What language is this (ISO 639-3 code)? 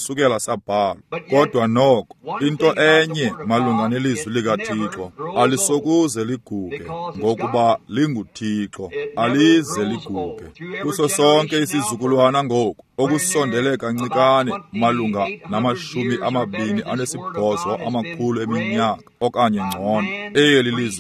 xho